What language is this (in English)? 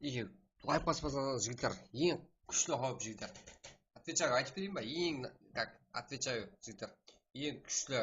Kara-Kalpak